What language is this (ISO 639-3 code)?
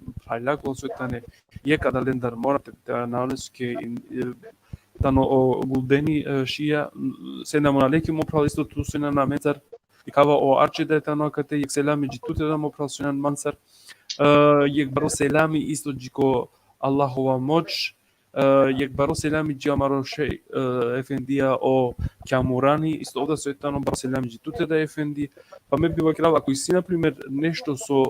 rmn